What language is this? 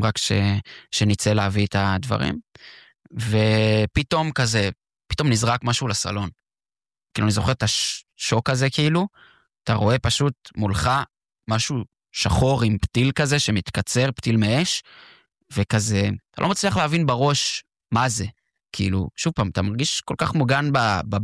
Hebrew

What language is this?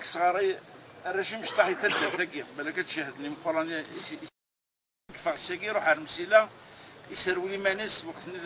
Kabyle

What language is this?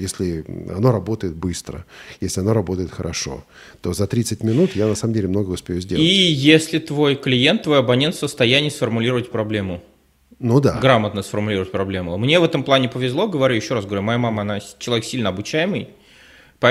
Russian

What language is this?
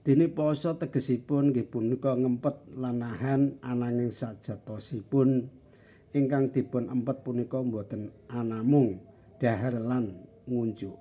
Javanese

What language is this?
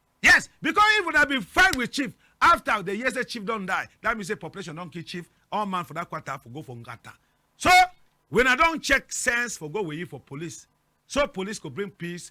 Cameroon Pidgin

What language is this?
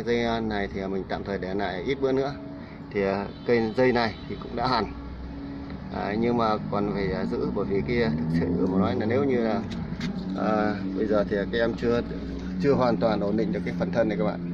Vietnamese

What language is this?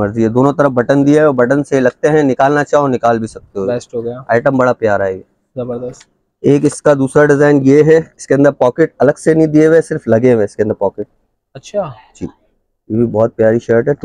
Hindi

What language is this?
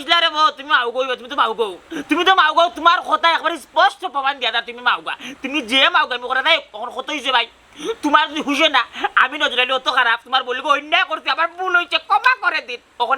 Sylheti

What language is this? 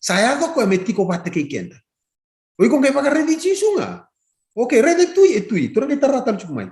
Fijian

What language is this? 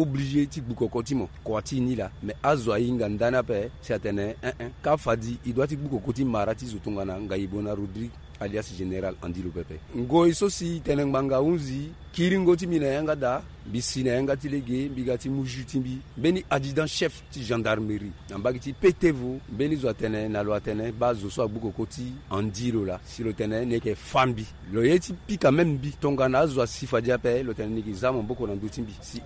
Sango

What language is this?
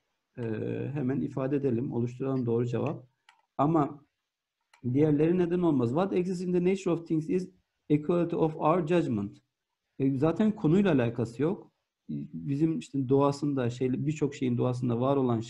Turkish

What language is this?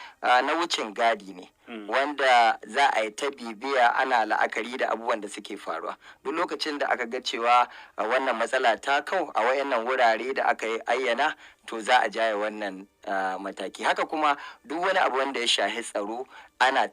Hausa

